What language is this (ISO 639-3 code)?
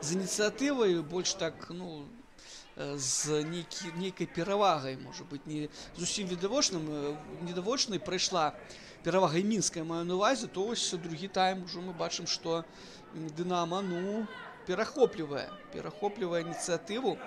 bel